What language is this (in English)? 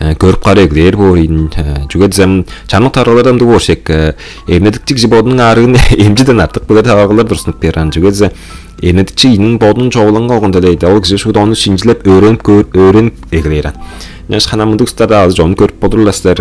Tuvinian